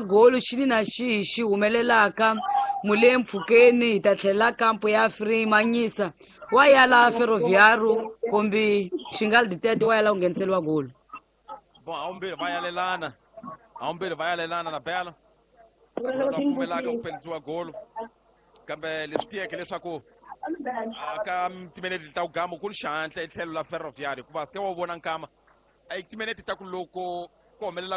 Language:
Tsonga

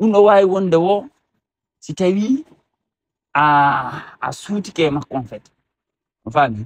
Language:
Fula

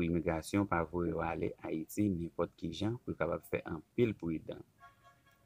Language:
Haitian Creole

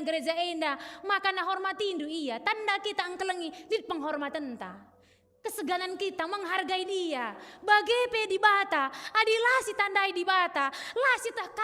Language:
Batak Karo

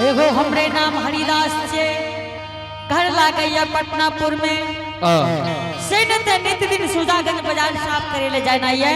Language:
Angika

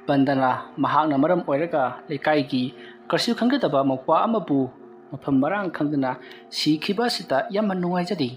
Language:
Manipuri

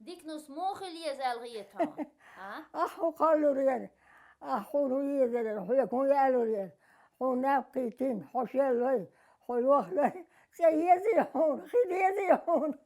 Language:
Chechen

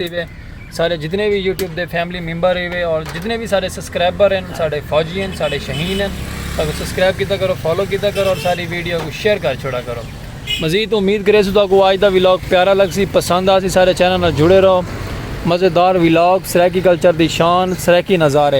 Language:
Saraiki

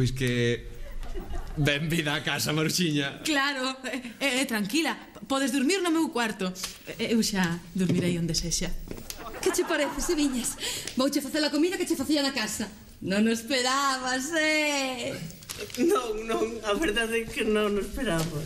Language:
Galician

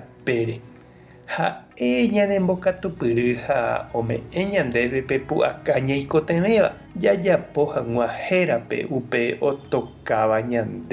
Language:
Guarani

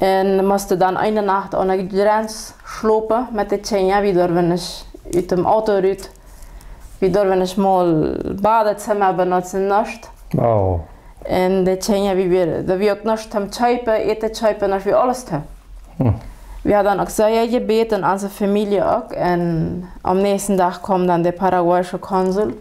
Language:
Plautdietsch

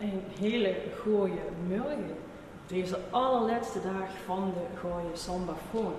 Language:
Limburgish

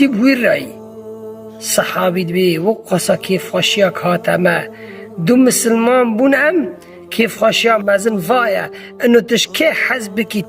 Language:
Kurdish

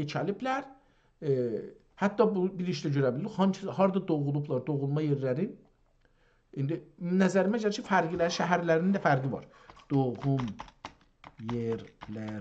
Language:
South Azerbaijani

